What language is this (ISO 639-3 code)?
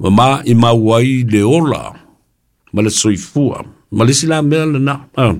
smo